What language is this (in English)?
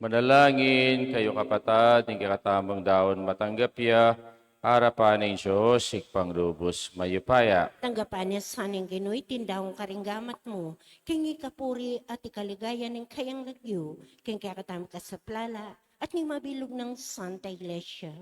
Pampanga